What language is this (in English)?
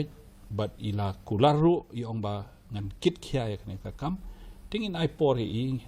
Khasi